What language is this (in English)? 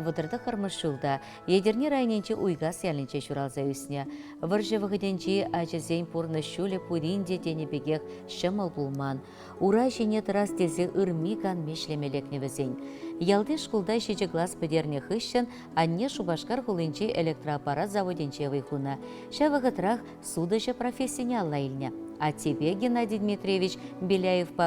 Chuvash